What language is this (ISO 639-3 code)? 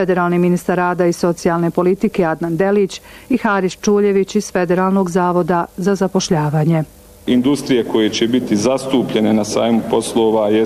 bos